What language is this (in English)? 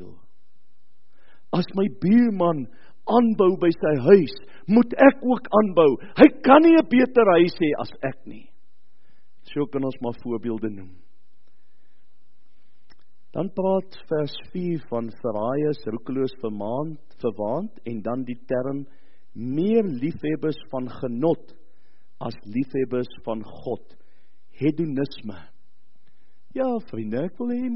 Afrikaans